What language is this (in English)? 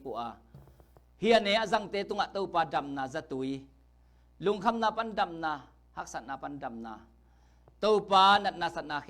Tedim Chin